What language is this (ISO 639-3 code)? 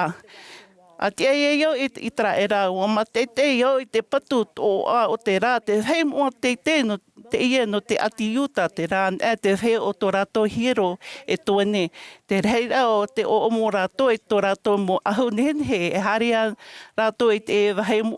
tah